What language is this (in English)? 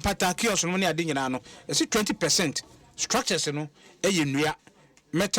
Akan